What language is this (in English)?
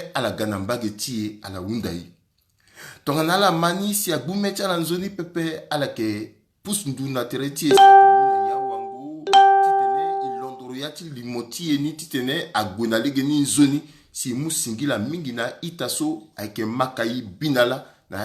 Sango